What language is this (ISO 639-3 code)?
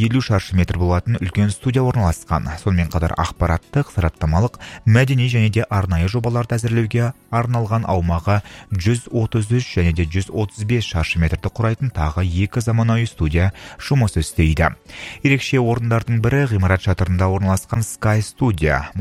kaz